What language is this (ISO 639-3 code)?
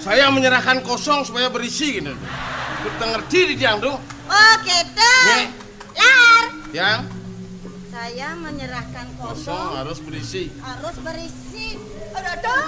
ban